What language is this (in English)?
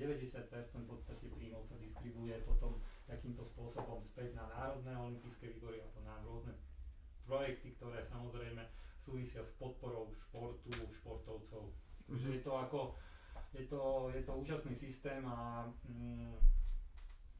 Slovak